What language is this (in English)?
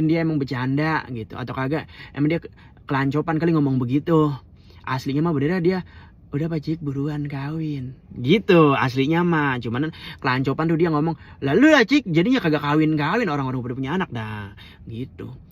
Betawi